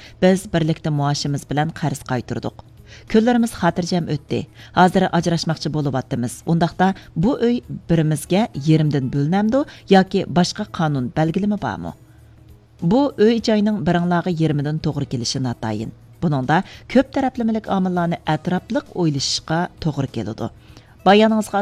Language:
Uyghur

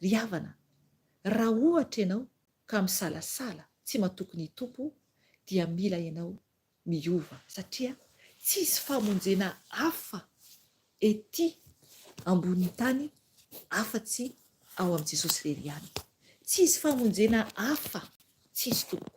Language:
Malagasy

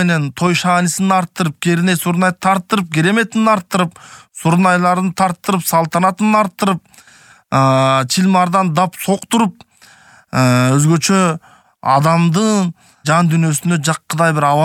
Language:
Kyrgyz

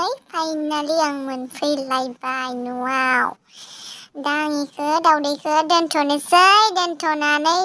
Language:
Bodo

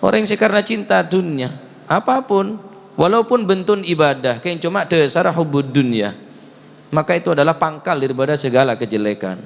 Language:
Madurese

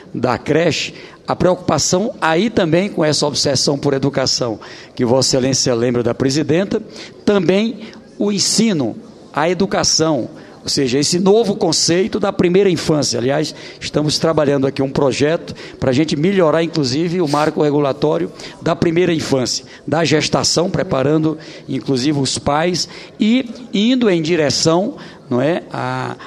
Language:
Portuguese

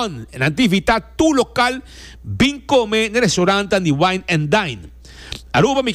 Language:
Papiamento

